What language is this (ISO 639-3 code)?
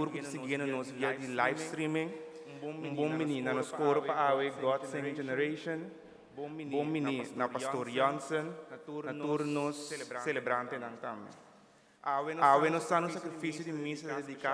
pap